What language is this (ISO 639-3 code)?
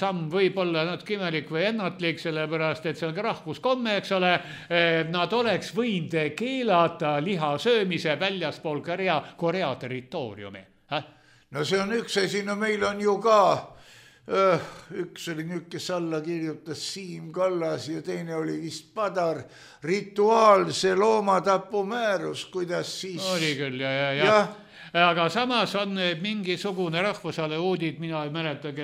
est